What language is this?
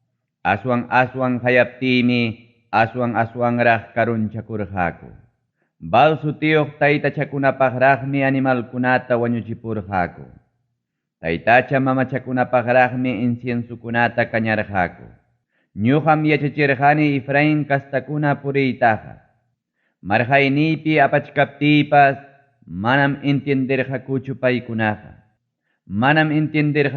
Ayacucho Quechua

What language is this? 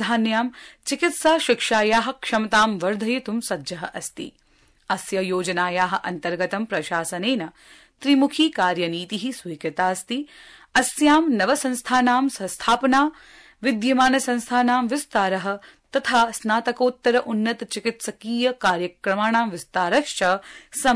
Sanskrit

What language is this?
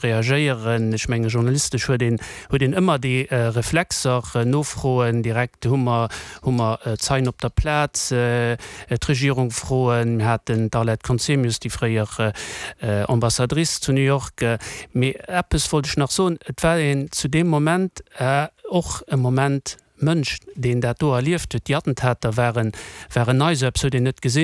Luxembourgish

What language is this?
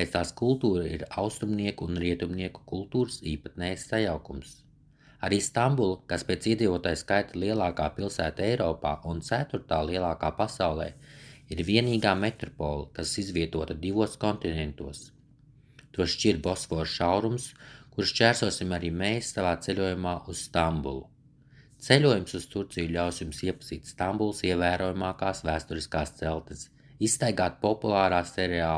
Latvian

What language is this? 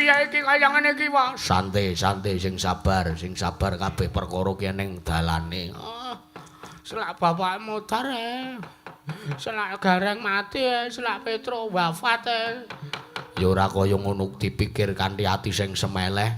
Javanese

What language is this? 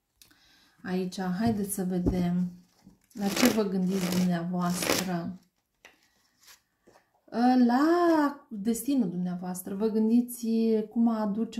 Romanian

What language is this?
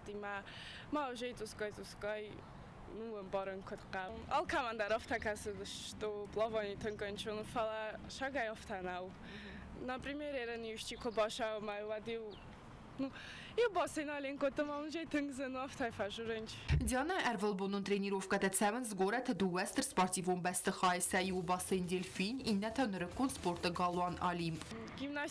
Ossetic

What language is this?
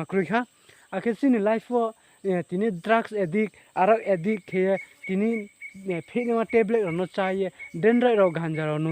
Riang (India)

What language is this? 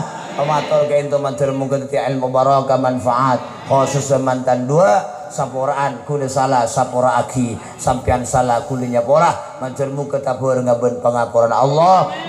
Madurese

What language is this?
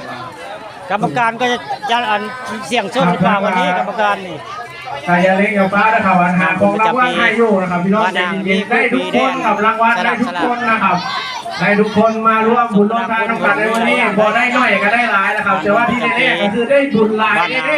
Northeastern Thai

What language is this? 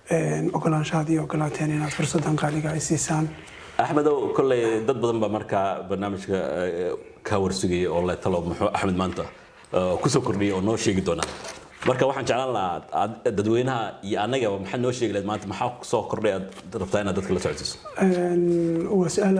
Somali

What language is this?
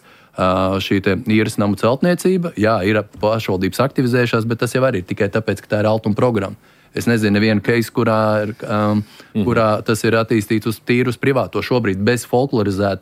Latvian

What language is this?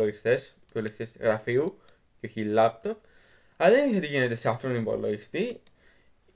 Greek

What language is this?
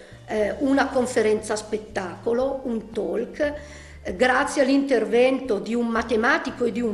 Italian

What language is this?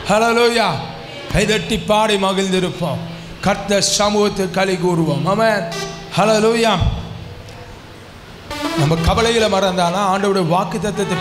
Tamil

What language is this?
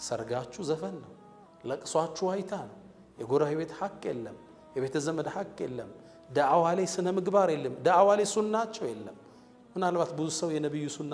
Amharic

